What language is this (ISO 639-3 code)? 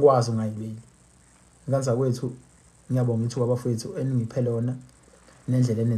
zul